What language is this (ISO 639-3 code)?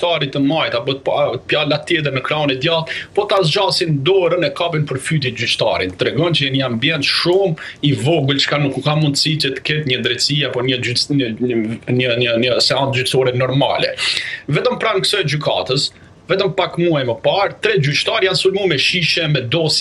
sqi